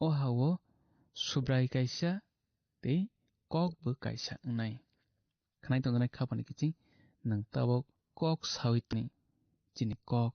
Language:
Kok Borok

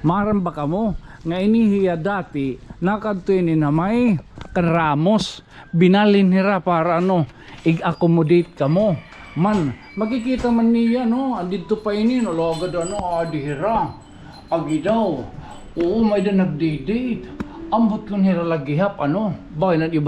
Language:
Waray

